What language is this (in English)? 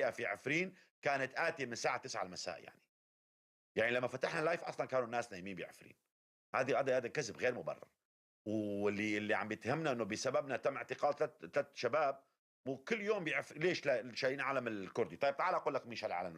North Levantine Arabic